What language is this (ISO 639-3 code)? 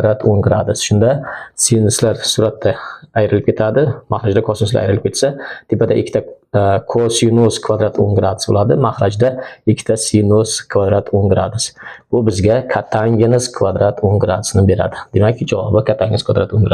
uzb